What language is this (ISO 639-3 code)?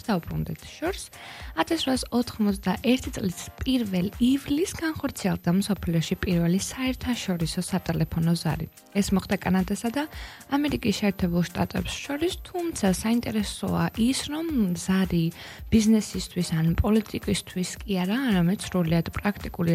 kat